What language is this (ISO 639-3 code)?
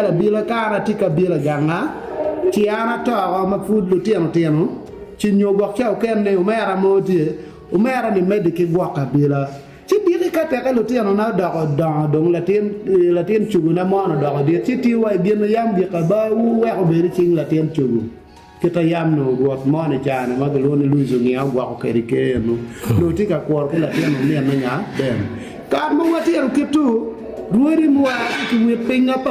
ach